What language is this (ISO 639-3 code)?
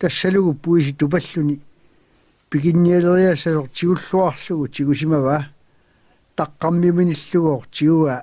kal